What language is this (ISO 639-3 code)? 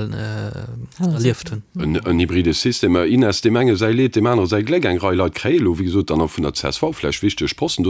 ltz